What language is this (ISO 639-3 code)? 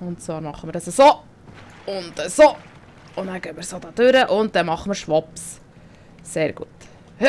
gsw